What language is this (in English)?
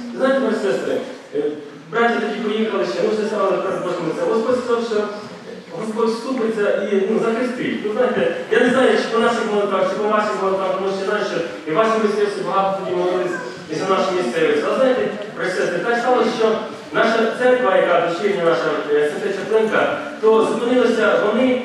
Ukrainian